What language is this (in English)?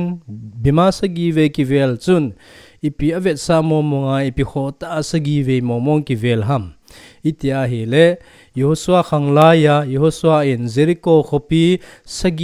Thado Chin